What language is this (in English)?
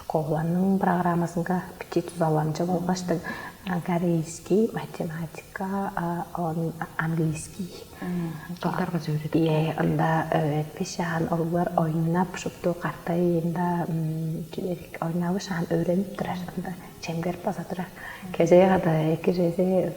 Tuvinian